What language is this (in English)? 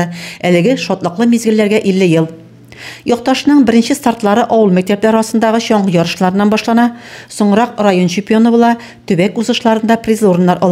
Tatar